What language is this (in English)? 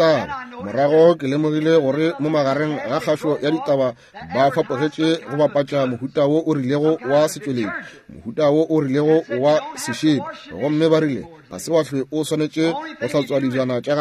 Northern Sotho